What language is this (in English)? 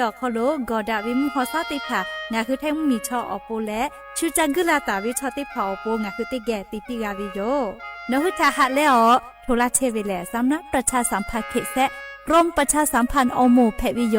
Lahu